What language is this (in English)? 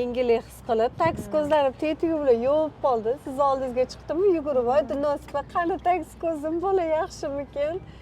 Uzbek